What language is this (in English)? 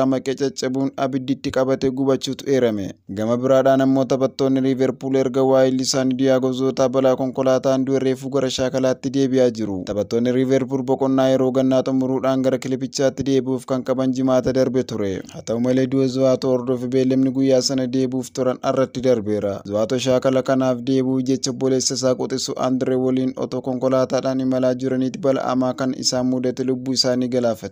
Oromo